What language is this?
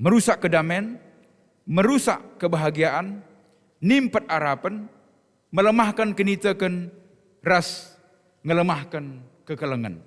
Batak Karo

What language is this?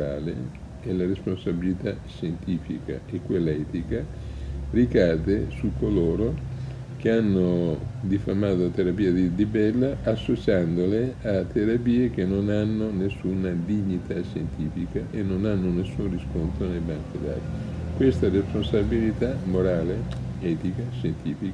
Italian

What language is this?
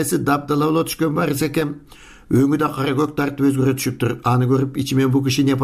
Kyrgyz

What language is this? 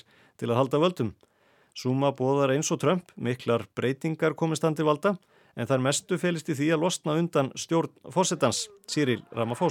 Icelandic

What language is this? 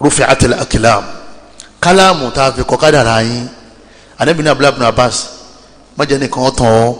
Yoruba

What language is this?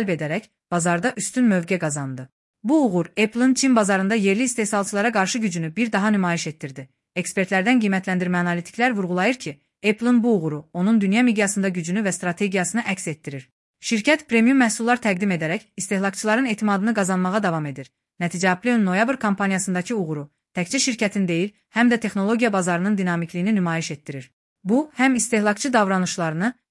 Azerbaijani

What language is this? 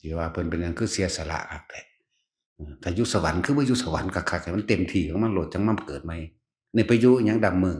Northeastern Thai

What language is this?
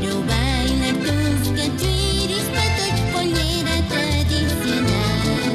Aymara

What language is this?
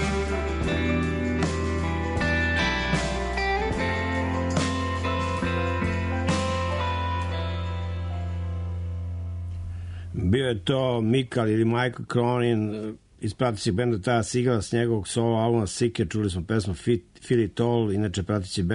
Serbian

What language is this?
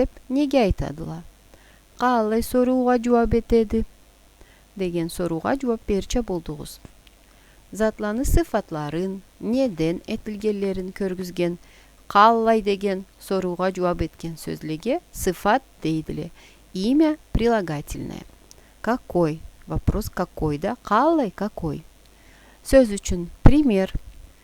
Karachay-Balkar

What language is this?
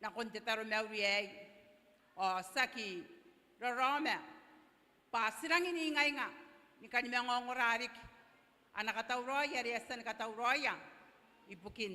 Gilbertese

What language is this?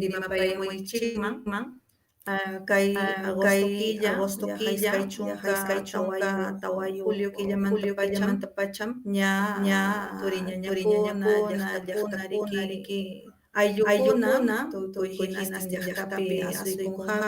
Ayacucho Quechua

